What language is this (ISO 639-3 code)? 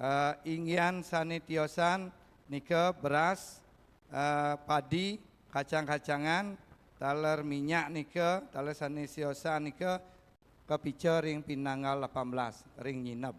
ban